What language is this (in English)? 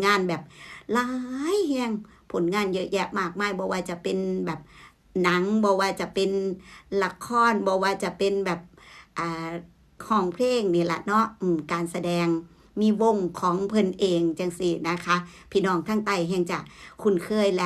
Northeastern Thai